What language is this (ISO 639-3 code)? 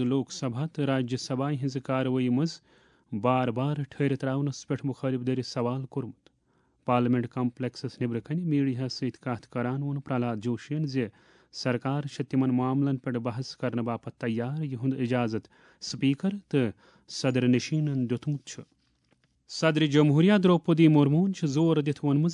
kas